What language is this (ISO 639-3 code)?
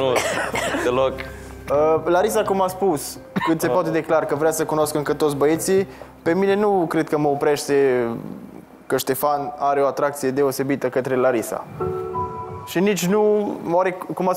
ron